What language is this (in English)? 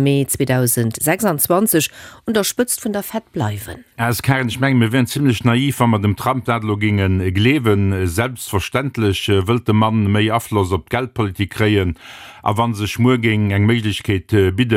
Luxembourgish